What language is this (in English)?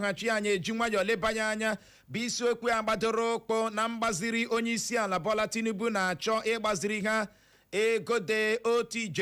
Igbo